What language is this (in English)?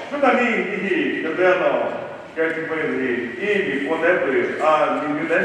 Chokri Naga